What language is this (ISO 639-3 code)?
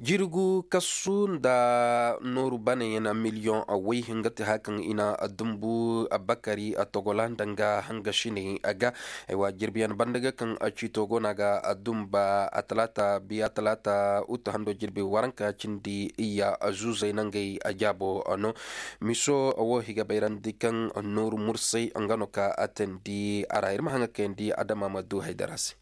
dje